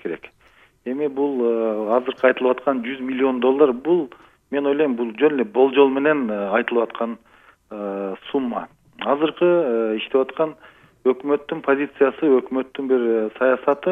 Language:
Kyrgyz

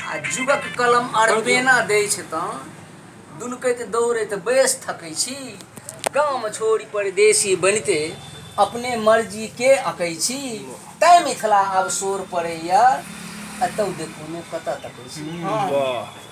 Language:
Maithili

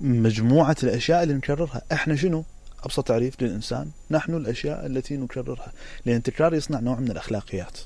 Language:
Mesopotamian Arabic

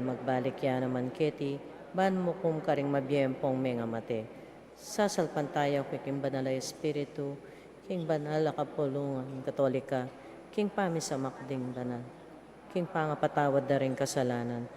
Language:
Pampanga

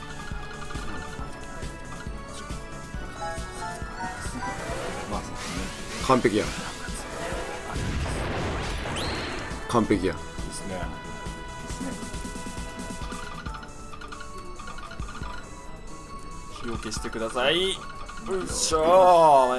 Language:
Japanese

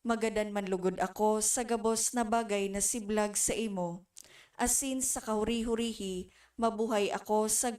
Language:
Bikol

